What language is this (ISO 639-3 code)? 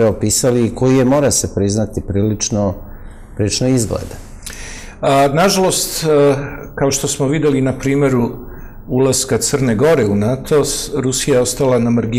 srp